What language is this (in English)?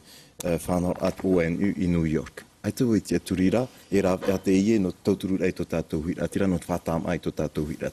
Tahitian